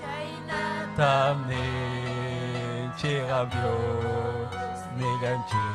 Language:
Ayacucho Quechua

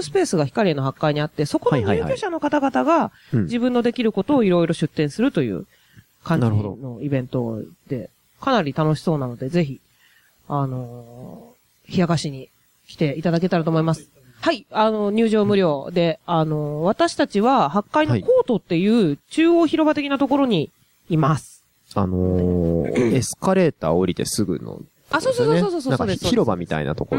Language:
Japanese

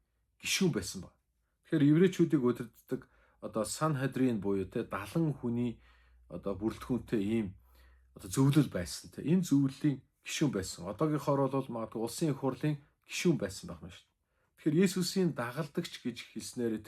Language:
Mongolian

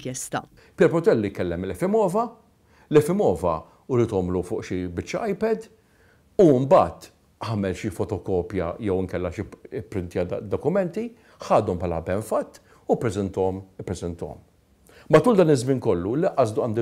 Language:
Maltese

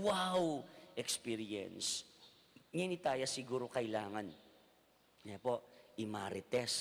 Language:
Pampanga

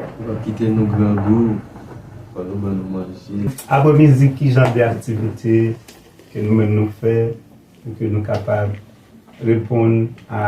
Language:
Haitian Creole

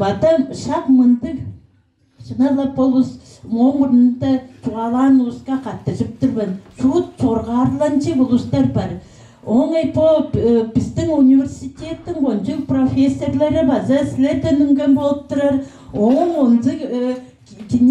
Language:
Tuvinian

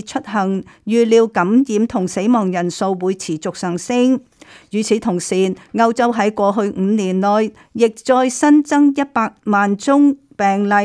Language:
Cantonese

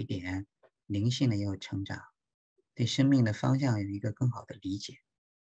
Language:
Chinese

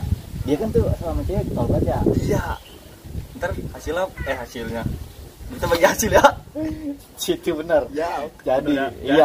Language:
Betawi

